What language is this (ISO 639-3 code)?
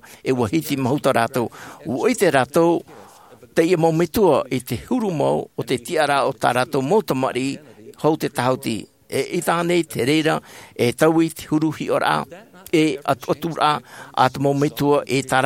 tah